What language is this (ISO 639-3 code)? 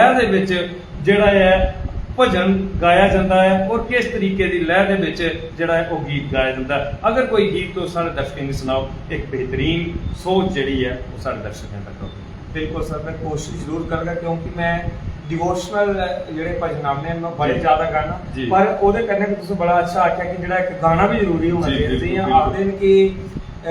doi